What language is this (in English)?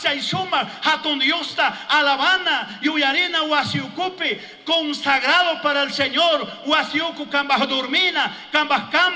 Chimborazo Highland Quichua